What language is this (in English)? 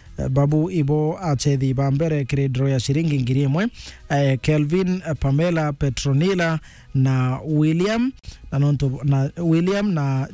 Meru